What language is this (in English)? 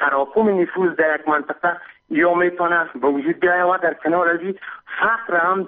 Persian